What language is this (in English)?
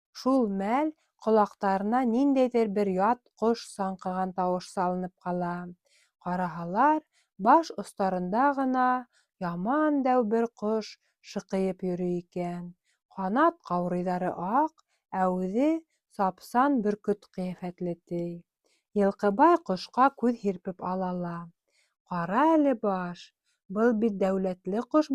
Bashkir